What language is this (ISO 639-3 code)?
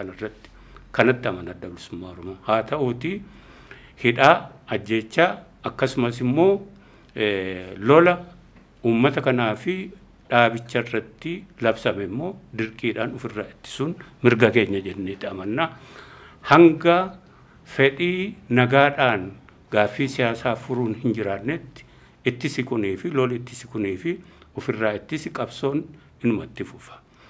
orm